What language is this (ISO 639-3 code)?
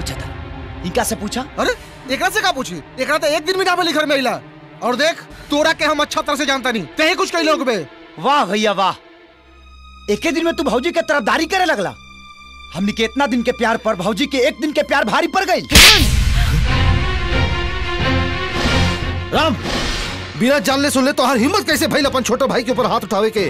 bho